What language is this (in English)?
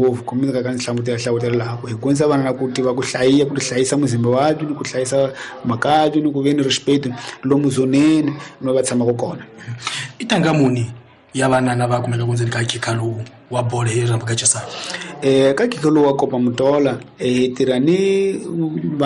Tsonga